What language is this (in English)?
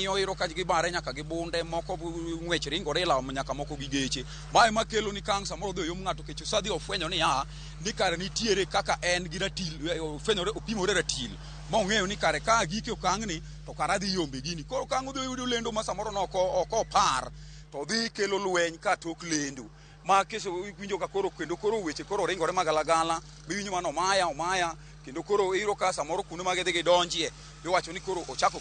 Luo (Kenya and Tanzania)